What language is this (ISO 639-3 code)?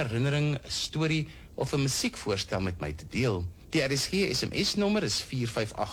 afr